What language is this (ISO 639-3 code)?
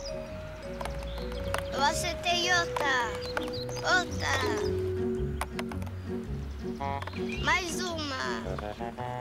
por